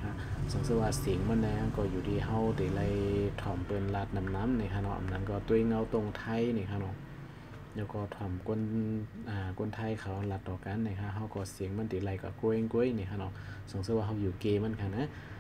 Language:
Shan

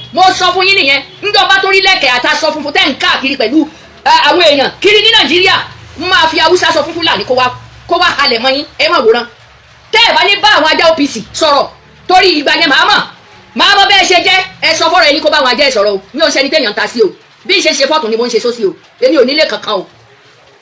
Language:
Yoruba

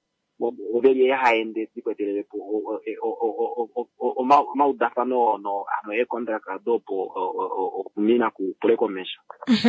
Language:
Kuanyama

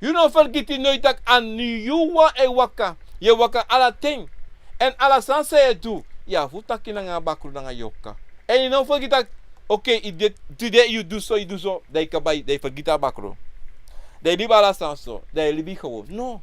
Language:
Sranan Tongo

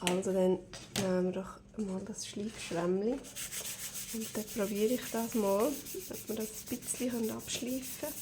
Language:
Swiss German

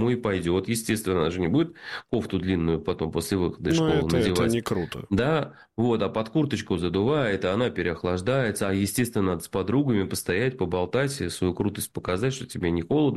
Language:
Russian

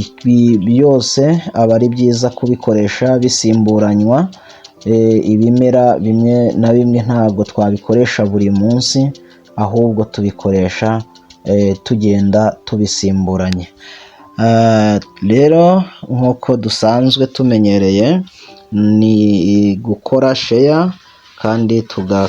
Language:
Kinyarwanda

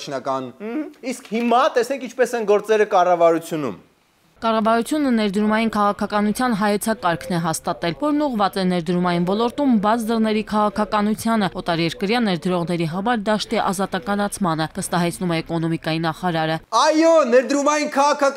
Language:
Armenian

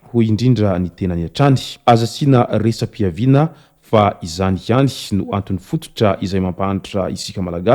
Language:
Malagasy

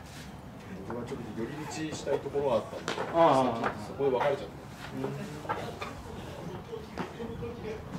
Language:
Japanese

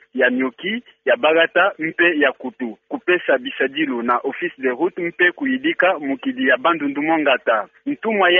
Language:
Kituba (Democratic Republic of Congo)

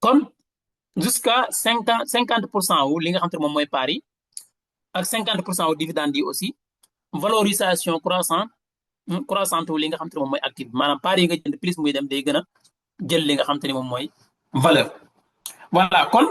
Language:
Wolof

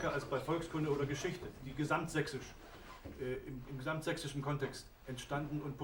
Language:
Upper Sorbian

